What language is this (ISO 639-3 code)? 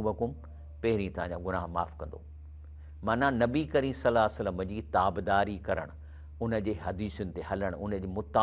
snd